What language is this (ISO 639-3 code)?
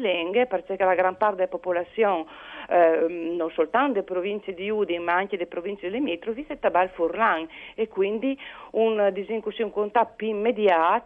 fur